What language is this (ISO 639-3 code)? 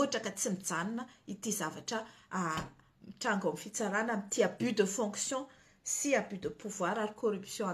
mlg